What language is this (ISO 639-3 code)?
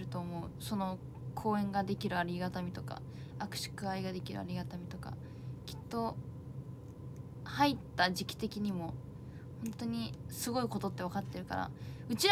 jpn